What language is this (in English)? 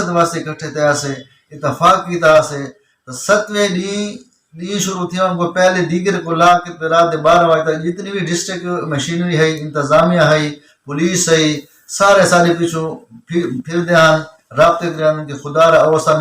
Saraiki